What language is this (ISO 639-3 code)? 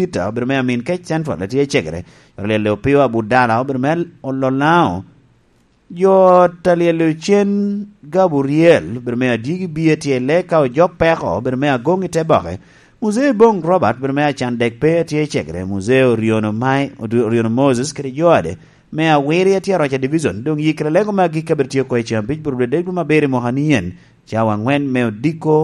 laj